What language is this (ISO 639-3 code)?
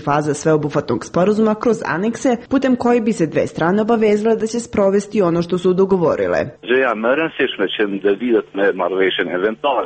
srp